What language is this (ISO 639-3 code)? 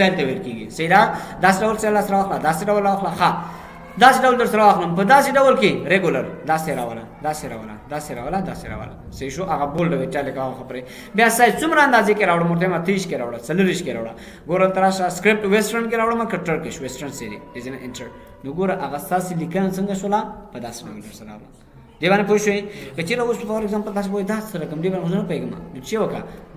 pus